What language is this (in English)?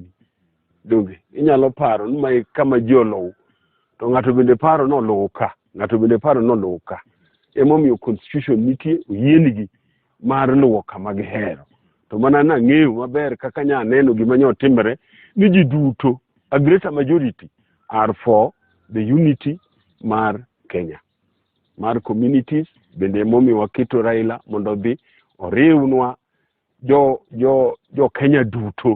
Luo (Kenya and Tanzania)